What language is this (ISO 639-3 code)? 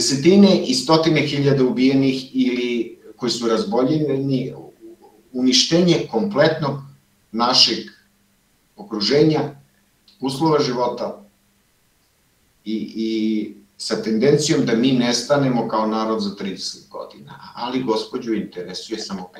srp